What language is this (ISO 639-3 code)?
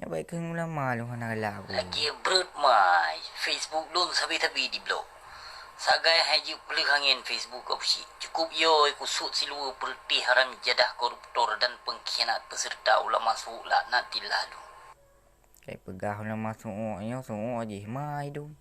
ace